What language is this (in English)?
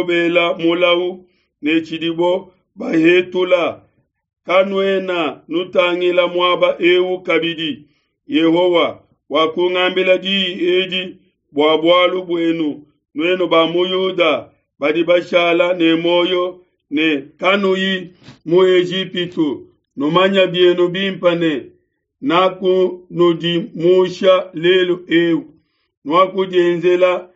Luba-Lulua